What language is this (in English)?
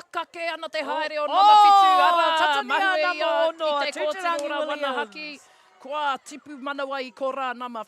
Māori